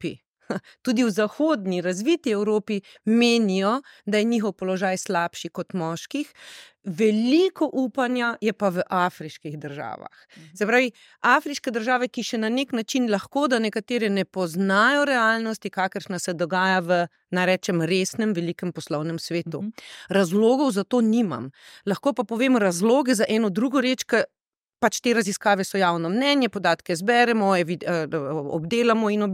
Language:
Slovenian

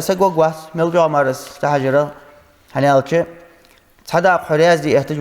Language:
Ingush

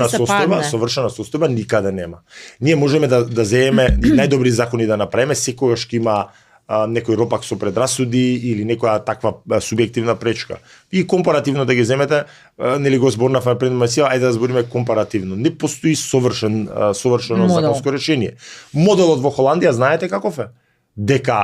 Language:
Macedonian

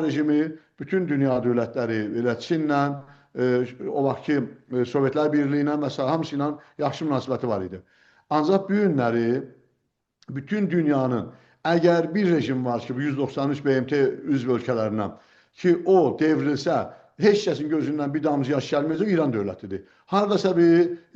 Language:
South Azerbaijani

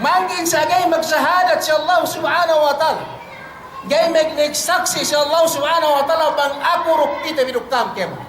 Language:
Yakan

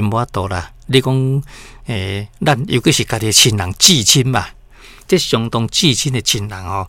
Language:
Min Nan Chinese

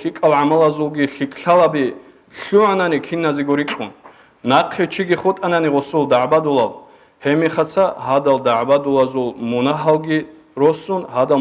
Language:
Avaric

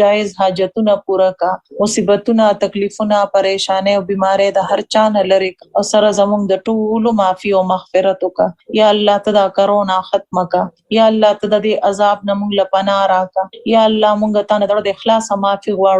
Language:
Pashto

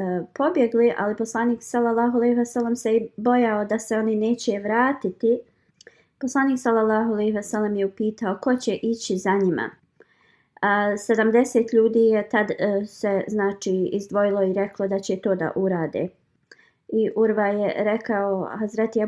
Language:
Bosnian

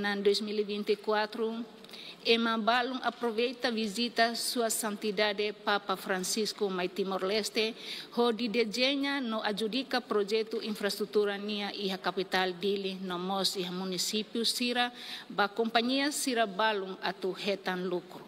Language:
Tetum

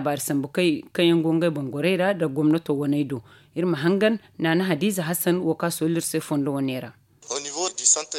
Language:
Zarma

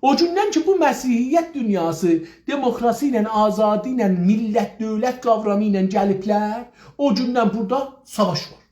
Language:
South Azerbaijani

